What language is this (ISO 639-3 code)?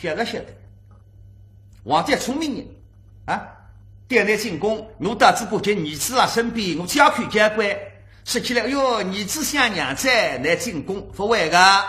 wuu